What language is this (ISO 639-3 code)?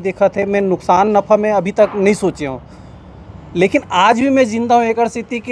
hne